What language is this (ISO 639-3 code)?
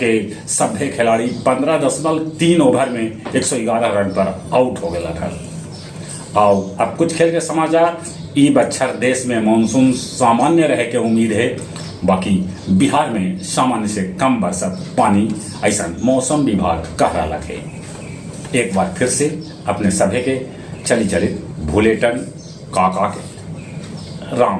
mag